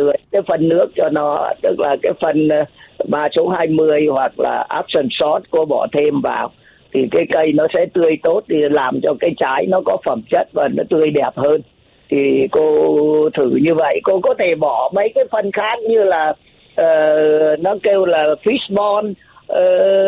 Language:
Vietnamese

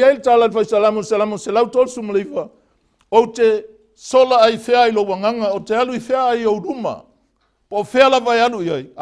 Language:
Samoan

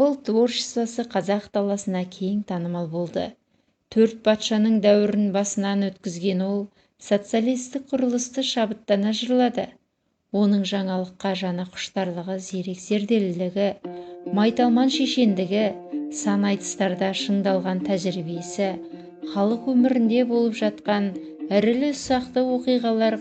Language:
Kazakh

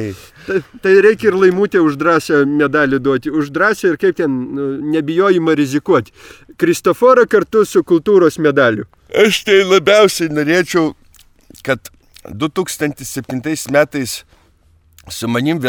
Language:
Lithuanian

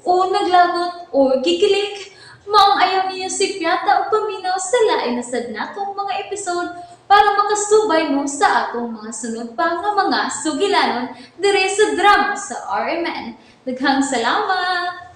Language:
Cebuano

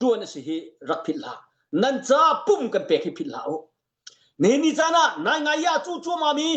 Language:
Hakha Chin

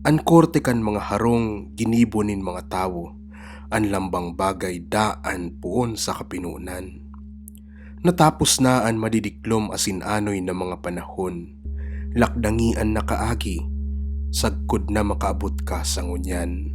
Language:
Bikol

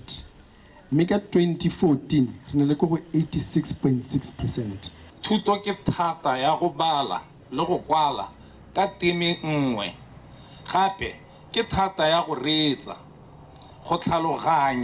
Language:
Tswana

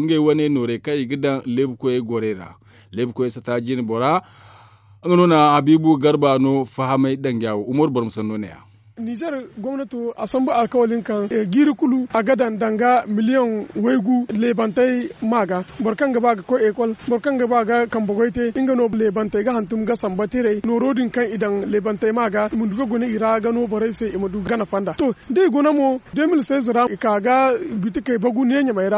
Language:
Zarma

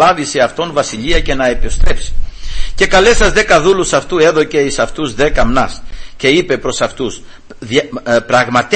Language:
Greek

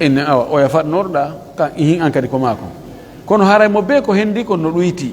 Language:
Pular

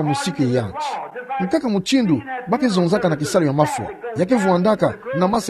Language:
Kituba (Democratic Republic of Congo)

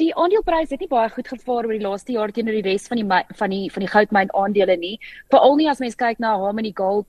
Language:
Afrikaans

